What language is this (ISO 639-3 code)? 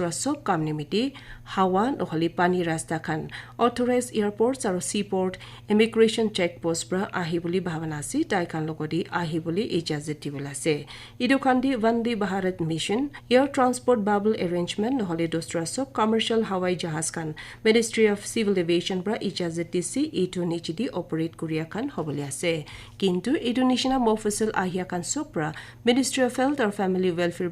nag